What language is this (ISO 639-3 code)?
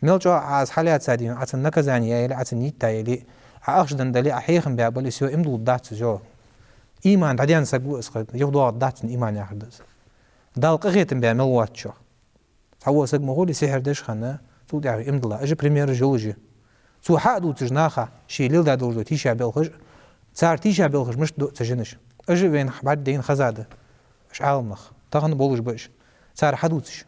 inh